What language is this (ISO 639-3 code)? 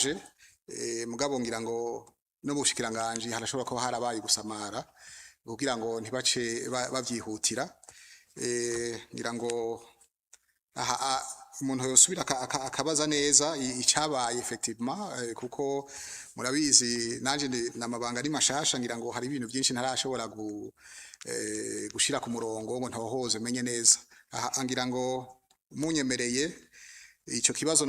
run